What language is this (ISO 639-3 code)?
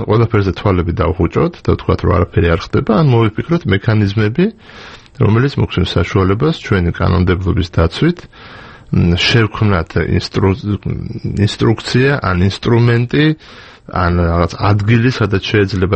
kat